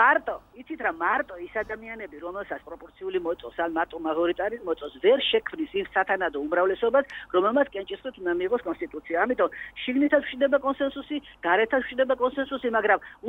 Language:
Georgian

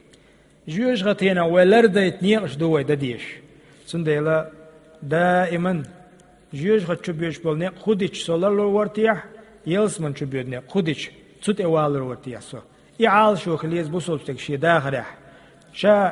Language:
Chechen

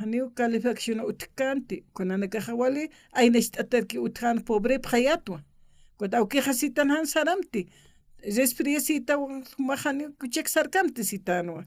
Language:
Aymara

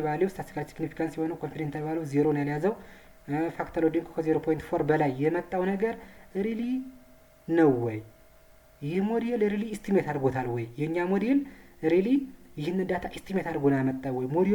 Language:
Amharic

